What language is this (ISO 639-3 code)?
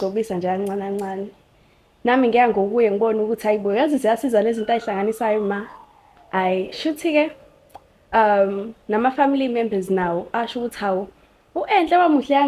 zul